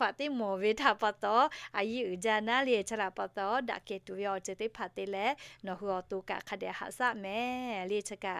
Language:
Lahu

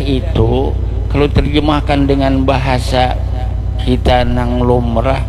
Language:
Banjar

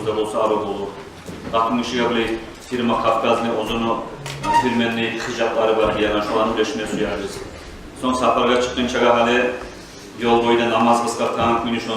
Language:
Kumyk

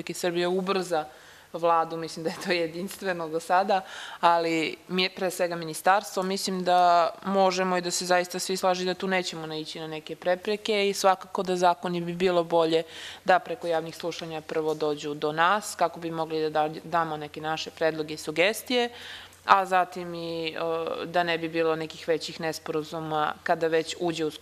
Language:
Serbian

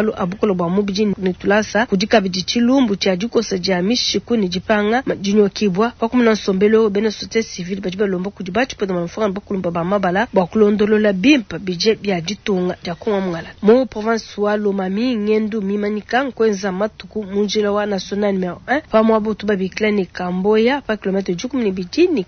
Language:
Luba-Lulua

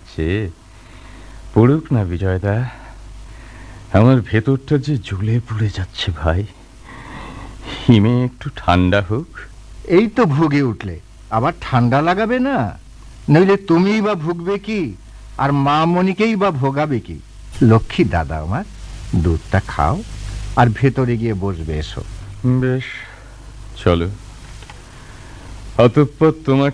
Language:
Bangla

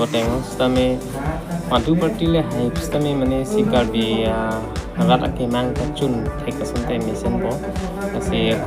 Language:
Karbi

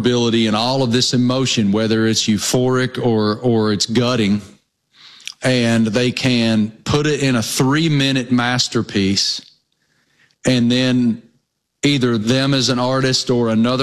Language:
English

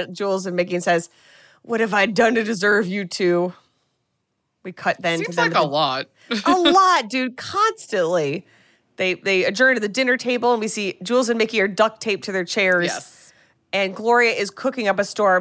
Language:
English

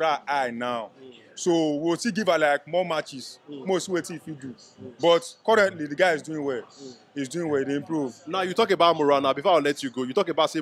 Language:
Nigerian Pidgin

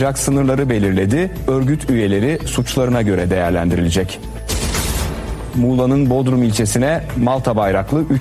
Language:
Turkish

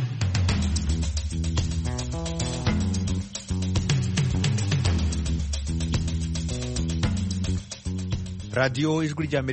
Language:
Kinyarwanda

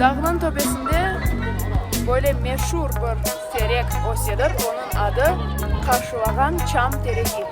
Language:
Crimean Tatar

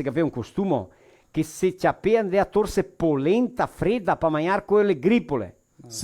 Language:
Venetian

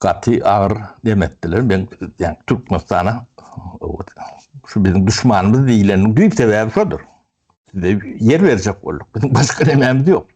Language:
Turkmen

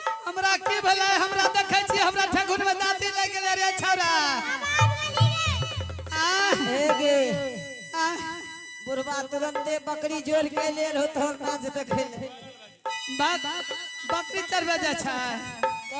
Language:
Angika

